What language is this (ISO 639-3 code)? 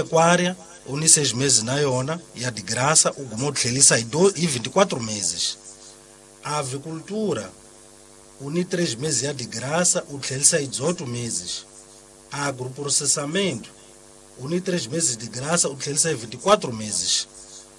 tso